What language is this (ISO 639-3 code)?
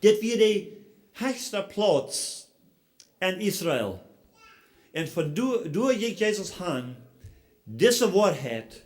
pdt